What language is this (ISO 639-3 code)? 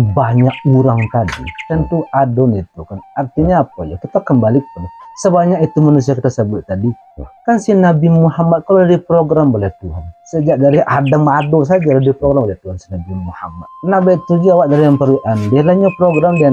min